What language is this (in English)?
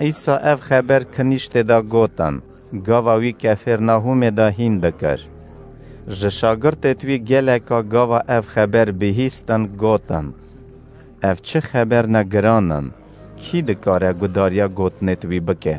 Kurdish